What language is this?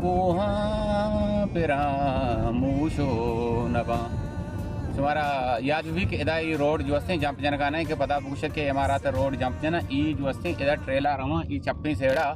Baluchi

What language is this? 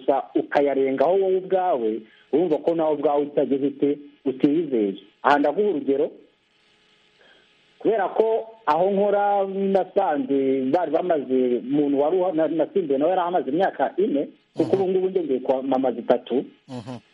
Kinyarwanda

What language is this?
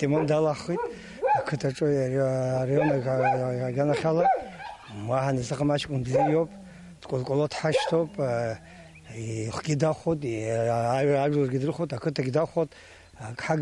Abkhazian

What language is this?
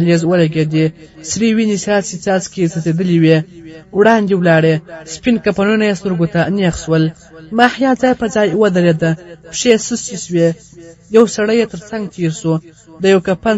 Pashto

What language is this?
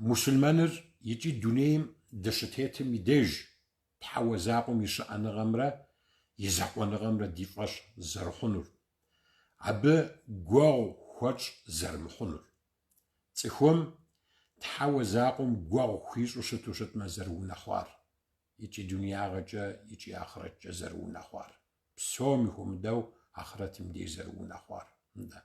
Kabardian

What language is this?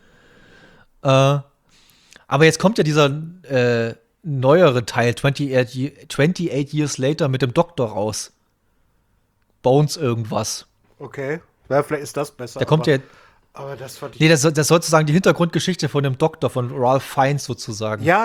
German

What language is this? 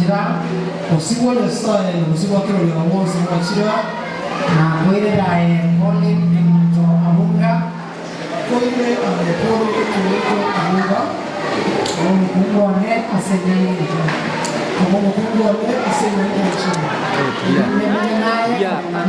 Gusii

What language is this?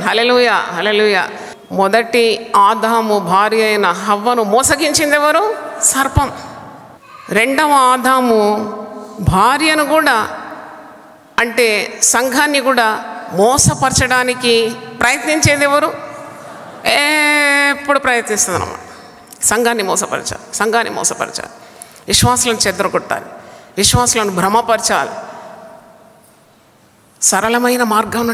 Telugu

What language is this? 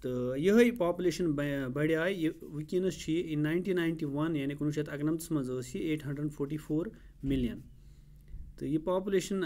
Kashmiri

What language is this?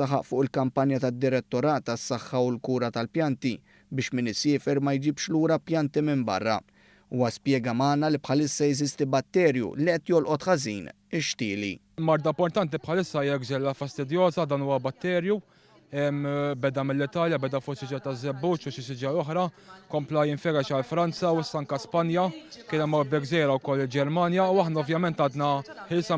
Maltese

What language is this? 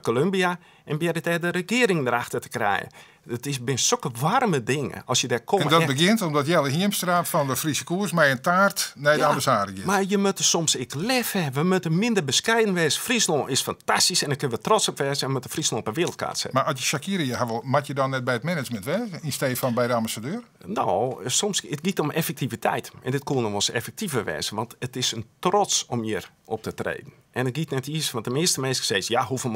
Western Frisian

